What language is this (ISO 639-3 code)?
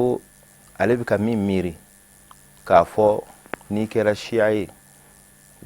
bam